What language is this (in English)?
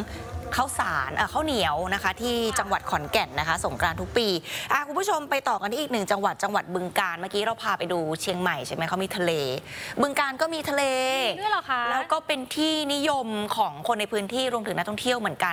Thai